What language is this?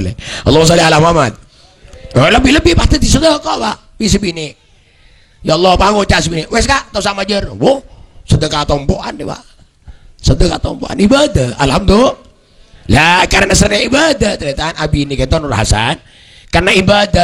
Madurese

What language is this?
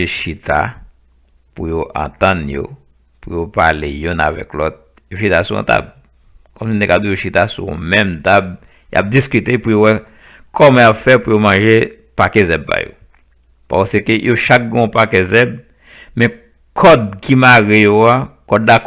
Haitian Creole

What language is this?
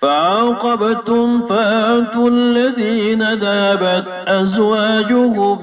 Maranao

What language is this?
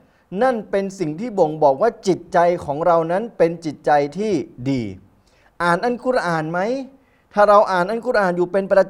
Thai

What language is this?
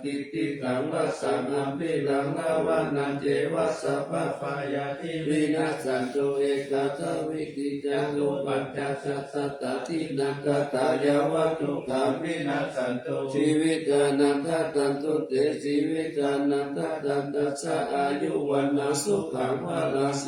Pali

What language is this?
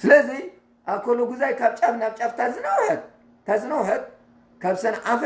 Tigrinya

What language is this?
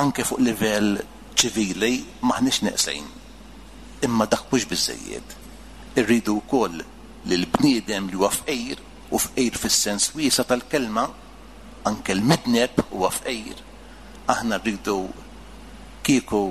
Maltese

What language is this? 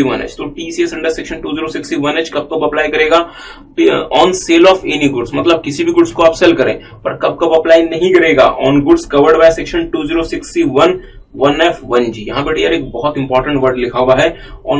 Hindi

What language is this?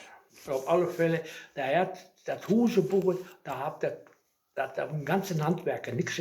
Westphalien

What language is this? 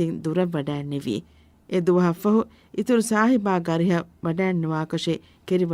Divehi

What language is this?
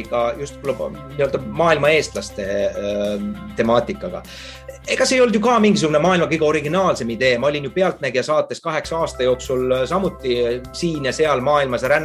Estonian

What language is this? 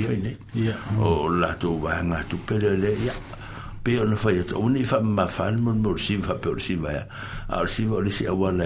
Samoan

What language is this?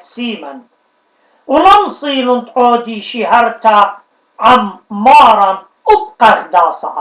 Assyrian Neo-Aramaic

